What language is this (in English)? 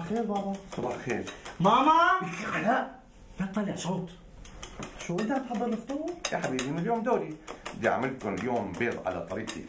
North Levantine Arabic